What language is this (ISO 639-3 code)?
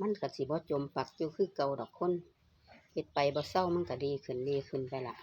tts